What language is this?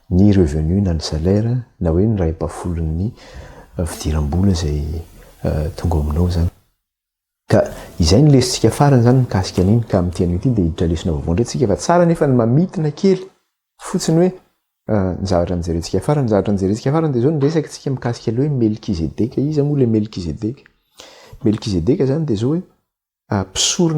Malagasy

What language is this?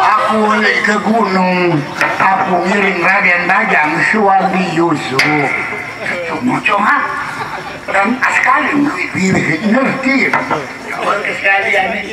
Sasak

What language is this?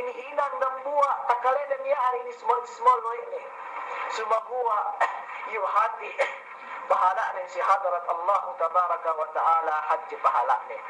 Yakan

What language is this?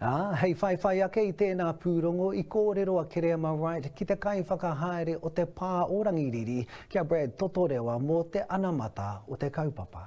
Māori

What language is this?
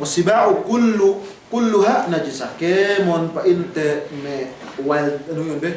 Yakan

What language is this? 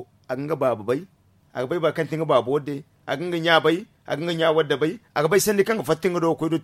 Zarma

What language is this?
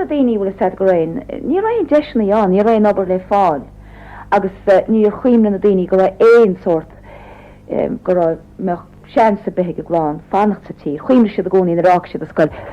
Irish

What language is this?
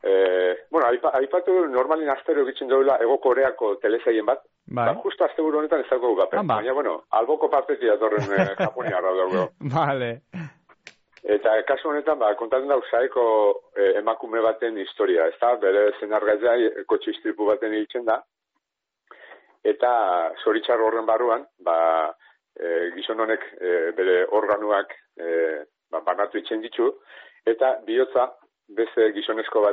Basque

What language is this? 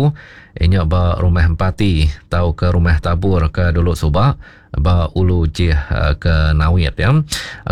Iban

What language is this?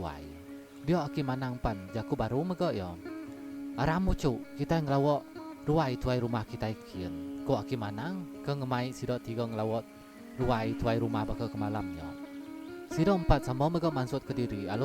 Iban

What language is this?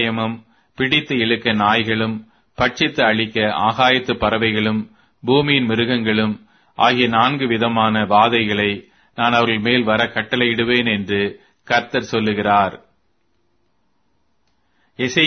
Tamil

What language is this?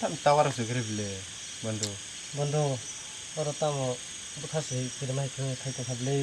Kok Borok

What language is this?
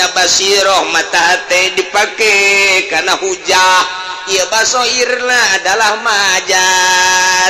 Sundanese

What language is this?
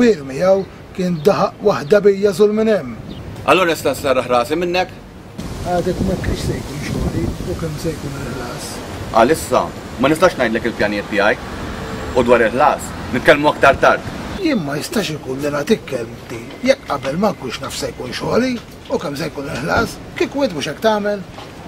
Maltese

